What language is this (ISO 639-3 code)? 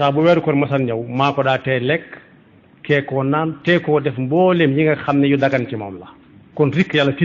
wol